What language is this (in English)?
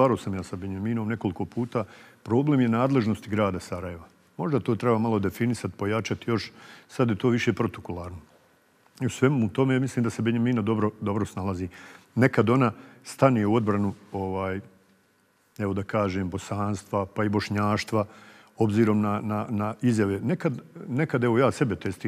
Bosnian